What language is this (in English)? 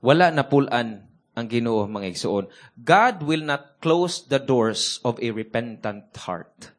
Cebuano